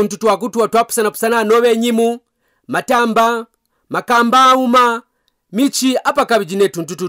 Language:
Kaonde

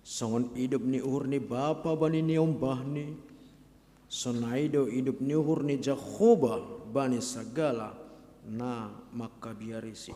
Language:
Batak Simalungun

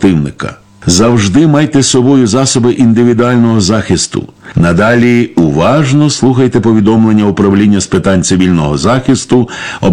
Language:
Ukrainian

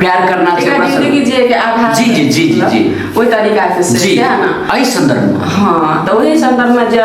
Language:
Maithili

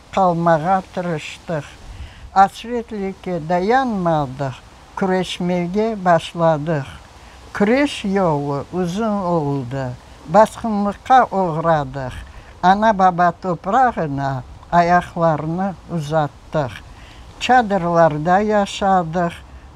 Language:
Crimean Tatar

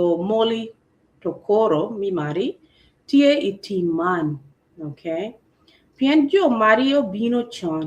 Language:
Acoli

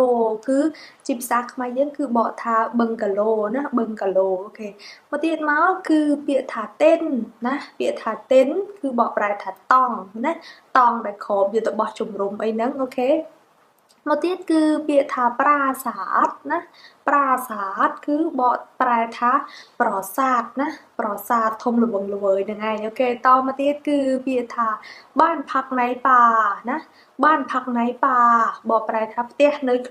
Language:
Khmer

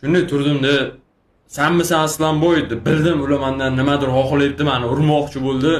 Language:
Uzbek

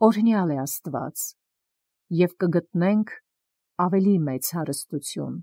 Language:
Armenian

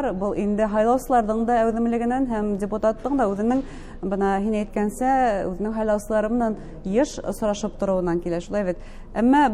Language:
Bashkir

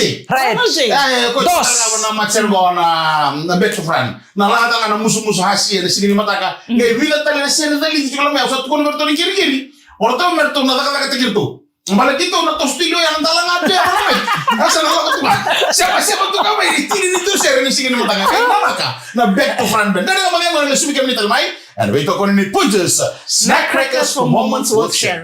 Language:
Fijian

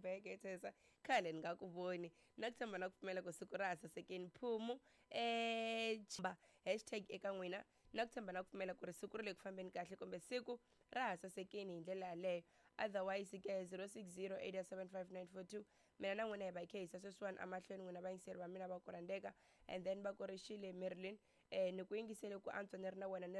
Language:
Tsonga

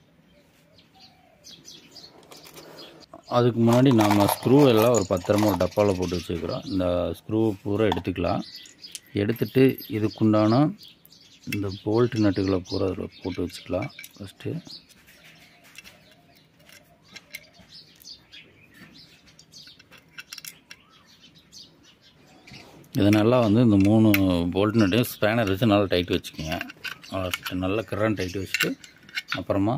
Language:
Tamil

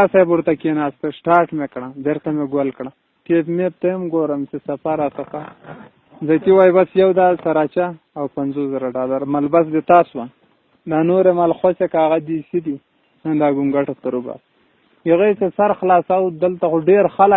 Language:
Pashto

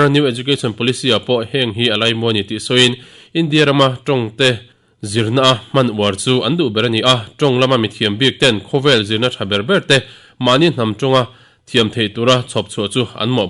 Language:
Mizo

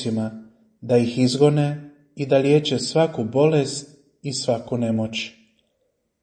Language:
Croatian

